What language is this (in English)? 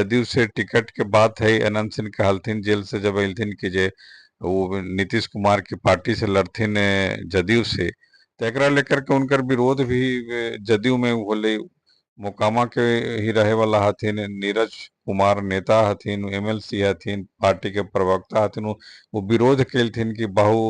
Magahi